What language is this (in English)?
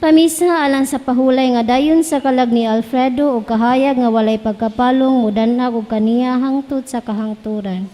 Cebuano